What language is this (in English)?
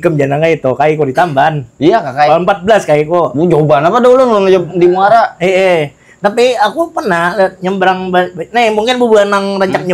Banjar